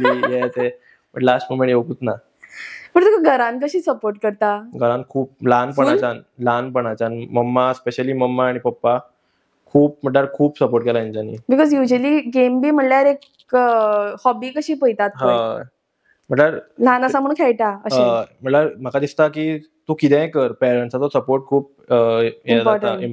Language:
Konkani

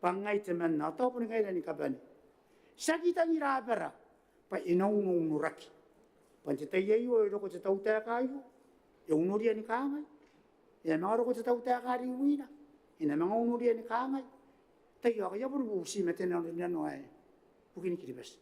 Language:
Gilbertese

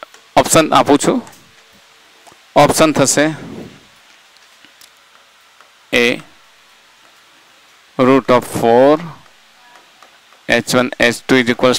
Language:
Gujarati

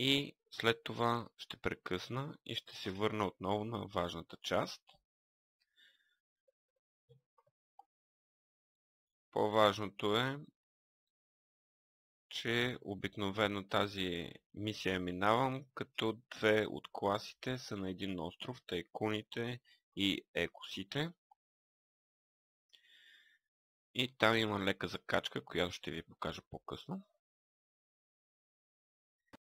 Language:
Bulgarian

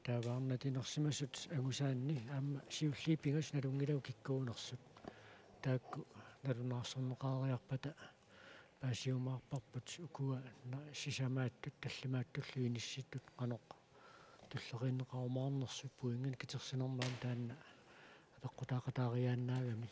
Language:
Kalaallisut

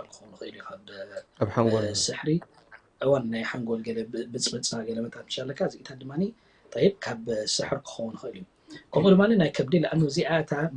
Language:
Tigrinya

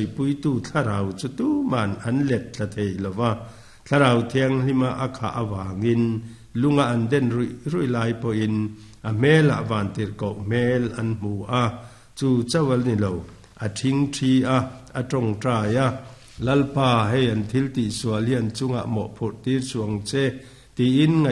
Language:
Mizo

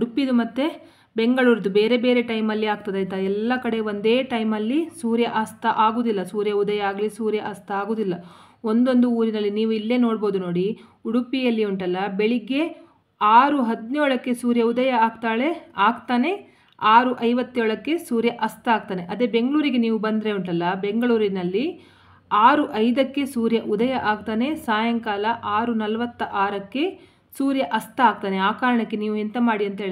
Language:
Kannada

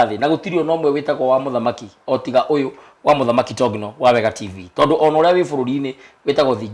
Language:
Kikuyu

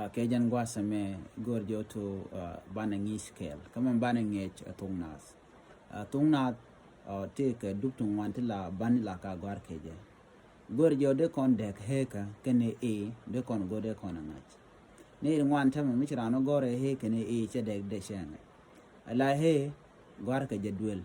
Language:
Nuer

